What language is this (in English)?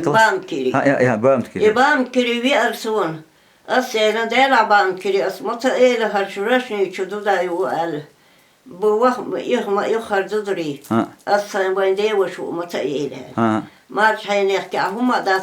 Chechen